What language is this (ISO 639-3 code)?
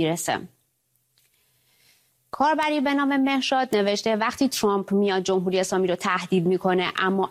fas